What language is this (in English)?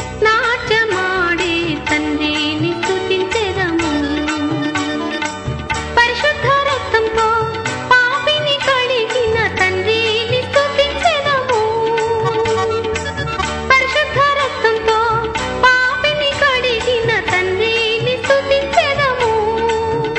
Telugu